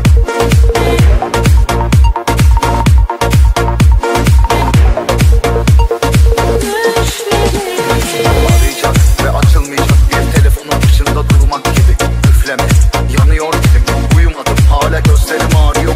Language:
Turkish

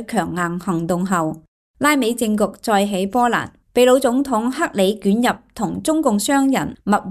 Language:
Cantonese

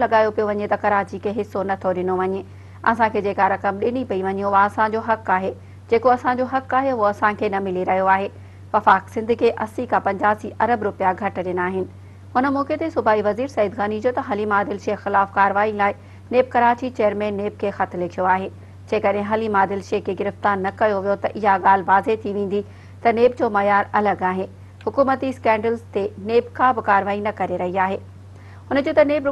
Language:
Sindhi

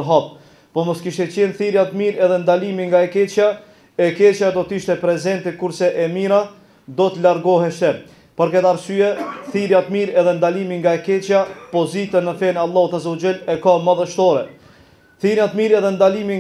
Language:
Albanian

